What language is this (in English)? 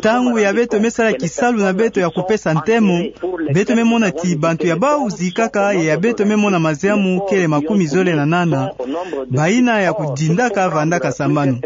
Kituba (Democratic Republic of Congo)